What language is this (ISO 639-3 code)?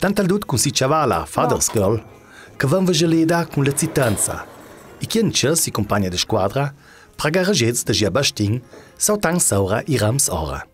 lld